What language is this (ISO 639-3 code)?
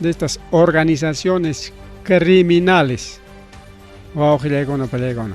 quy